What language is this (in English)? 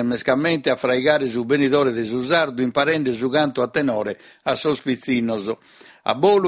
Sardinian